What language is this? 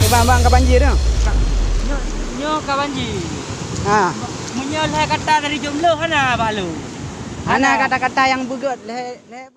Achinese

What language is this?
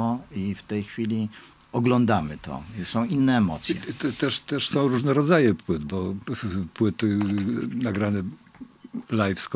Polish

